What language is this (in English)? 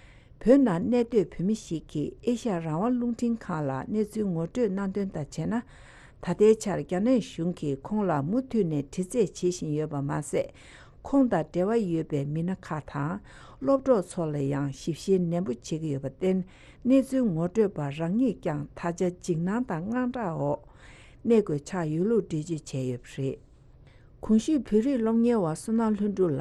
Tibetan